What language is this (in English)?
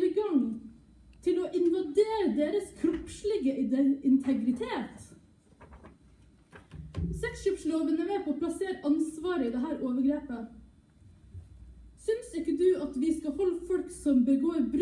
Norwegian